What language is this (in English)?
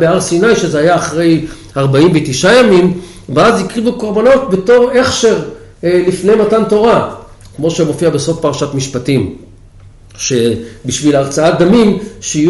Hebrew